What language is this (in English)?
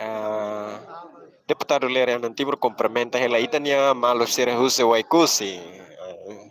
Tetum